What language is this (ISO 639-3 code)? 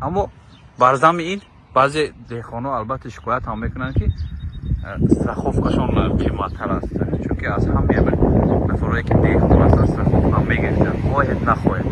tgk